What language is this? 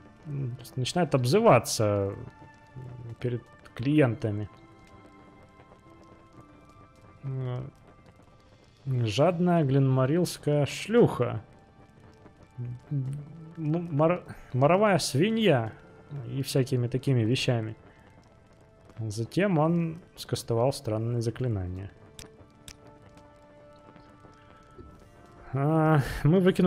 Russian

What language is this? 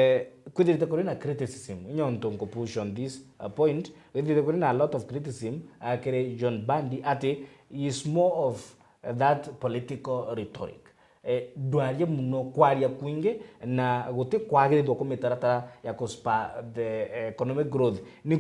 Meru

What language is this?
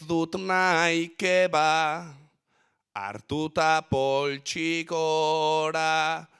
Basque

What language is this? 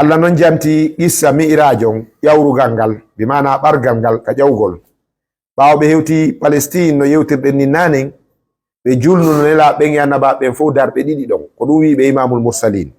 Fula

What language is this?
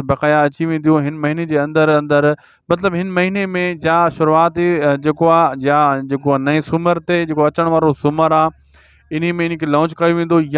Sindhi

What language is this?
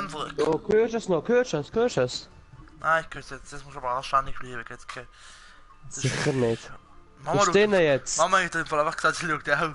Swiss German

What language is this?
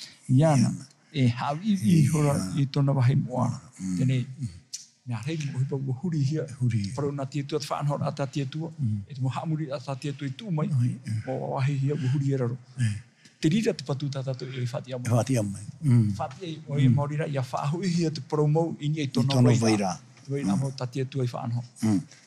Tahitian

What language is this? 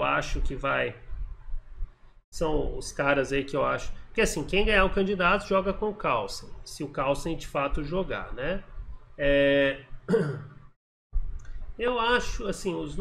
Portuguese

